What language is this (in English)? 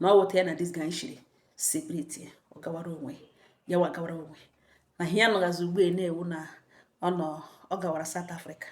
Igbo